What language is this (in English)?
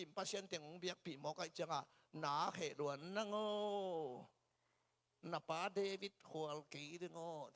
Tedim Chin